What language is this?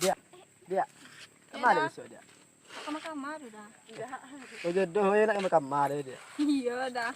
Minangkabau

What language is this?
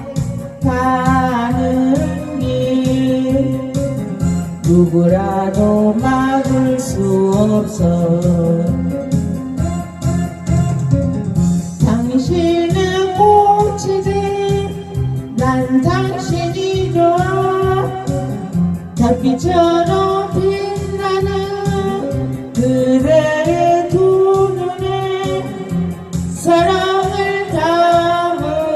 Korean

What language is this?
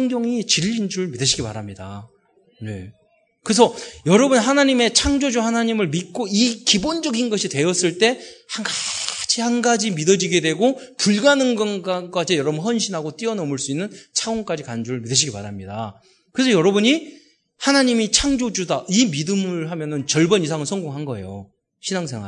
Korean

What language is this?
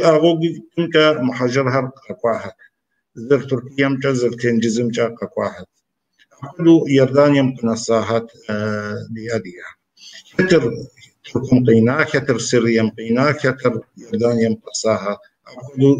Kabardian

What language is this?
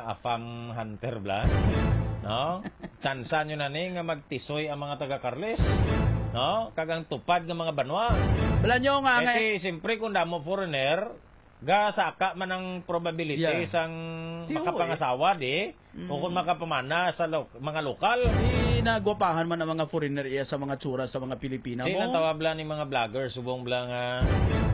Hiligaynon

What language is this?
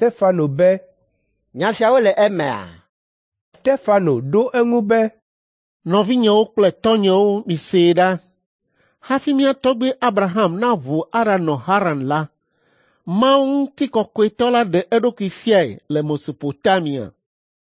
Ewe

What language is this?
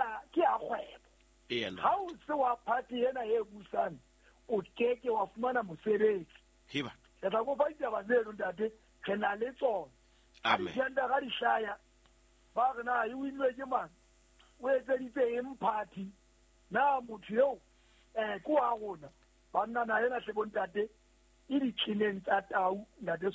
Southern Sotho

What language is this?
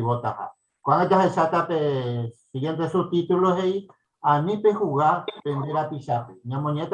Guarani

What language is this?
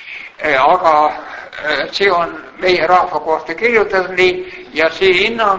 Estonian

